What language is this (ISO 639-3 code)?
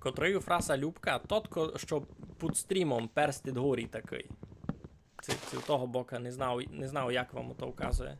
rue